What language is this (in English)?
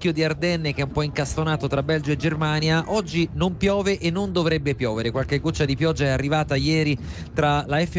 Italian